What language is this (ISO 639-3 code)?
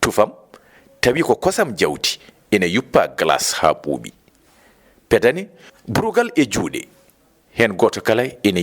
ful